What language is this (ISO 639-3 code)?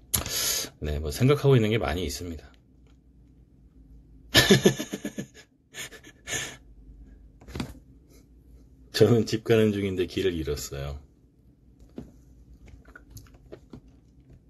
kor